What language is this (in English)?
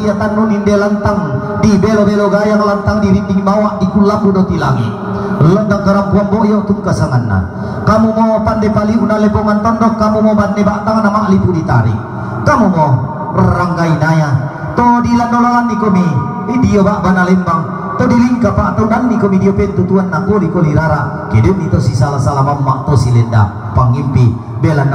Toraja-Sa'dan